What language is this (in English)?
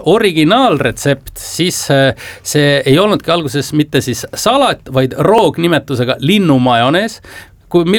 Estonian